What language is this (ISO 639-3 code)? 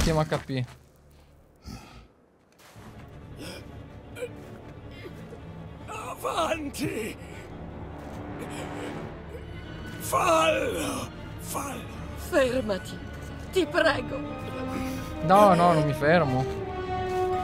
ita